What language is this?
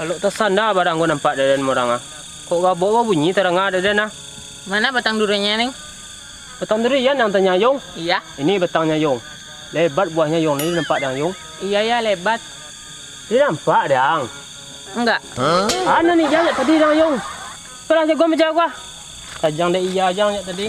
Minangkabau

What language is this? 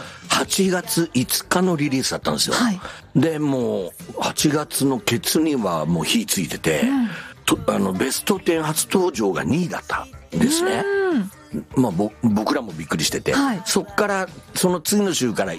Japanese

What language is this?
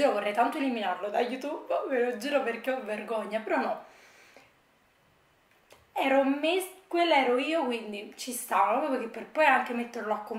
Italian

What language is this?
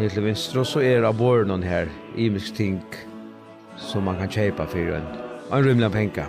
Faroese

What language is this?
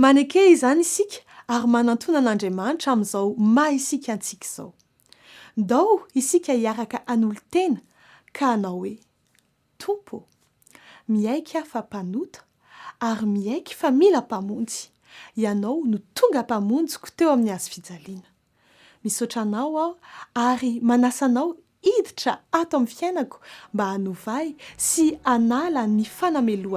Malagasy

